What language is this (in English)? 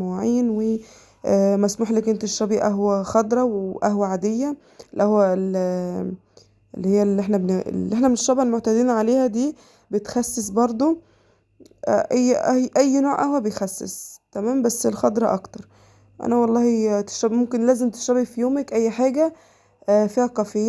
Egyptian Arabic